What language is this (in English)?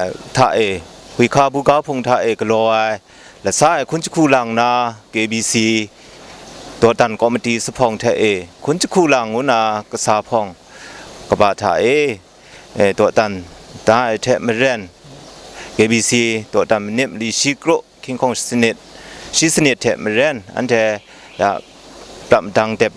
Kachin